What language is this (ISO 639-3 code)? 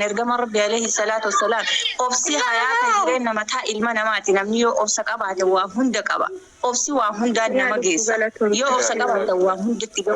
orm